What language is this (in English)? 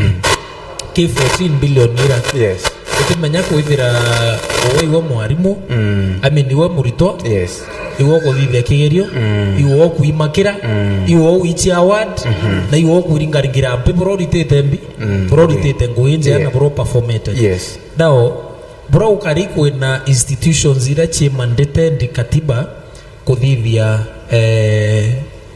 Meru